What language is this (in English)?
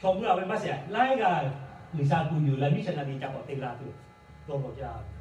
Lahu